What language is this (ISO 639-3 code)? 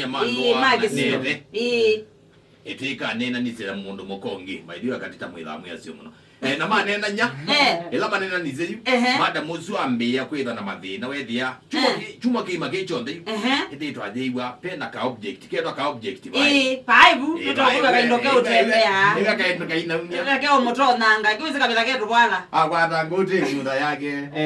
kam